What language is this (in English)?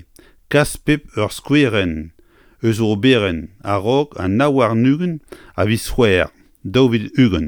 Breton